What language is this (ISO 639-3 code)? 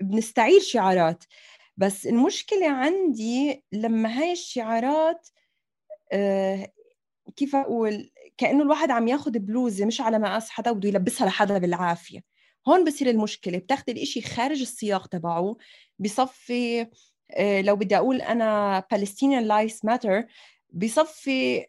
apc